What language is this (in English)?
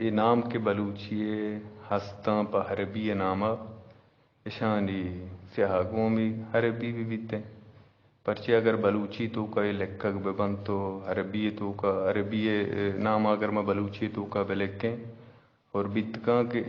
Eastern Balochi